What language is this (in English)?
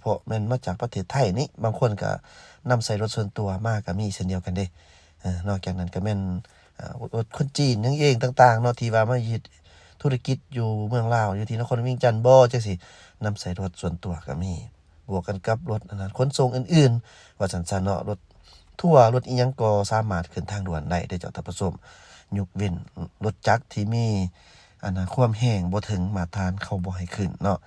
Lao